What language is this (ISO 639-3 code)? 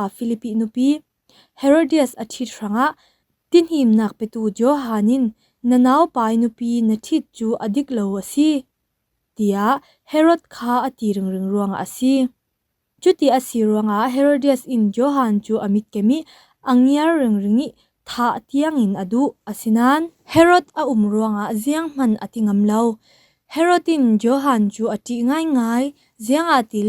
cfm